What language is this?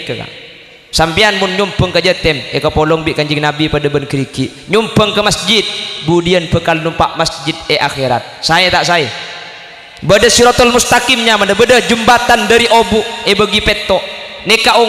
Madurese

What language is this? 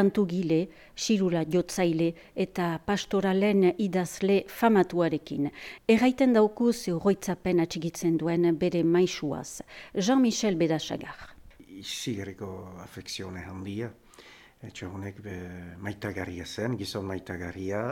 Basque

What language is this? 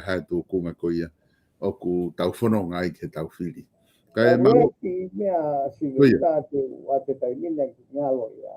Tongan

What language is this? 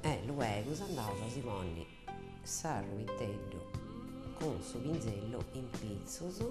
Sardinian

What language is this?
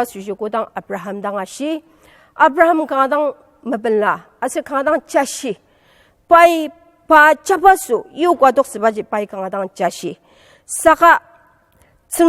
Ao Naga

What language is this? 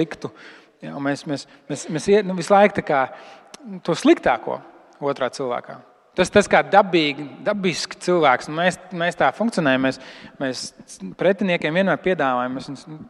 Latvian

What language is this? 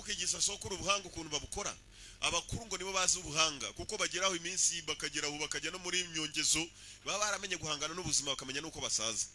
Kinyarwanda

